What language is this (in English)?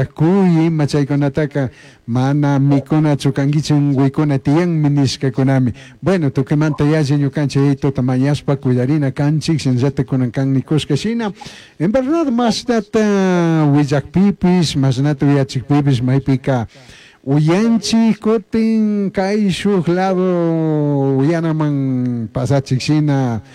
Chimborazo Highland Quichua